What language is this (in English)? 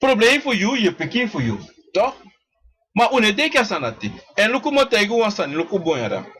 Sranan Tongo